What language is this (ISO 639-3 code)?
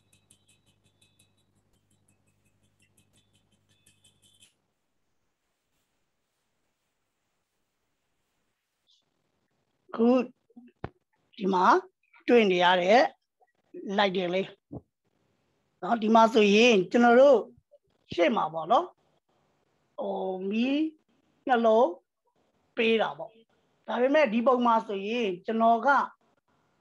mya